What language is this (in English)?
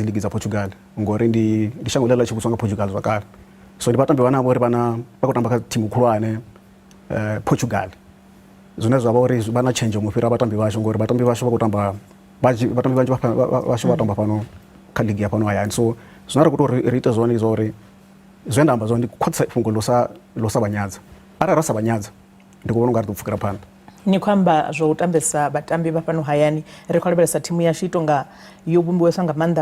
Venda